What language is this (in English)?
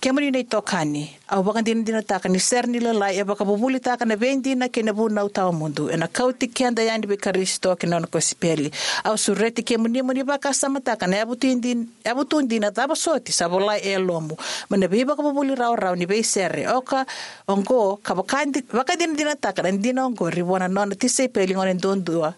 Fijian